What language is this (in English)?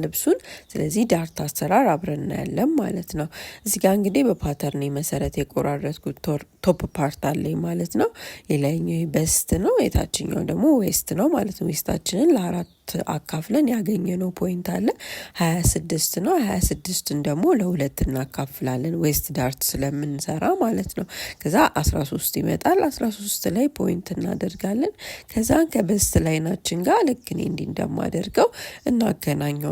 Amharic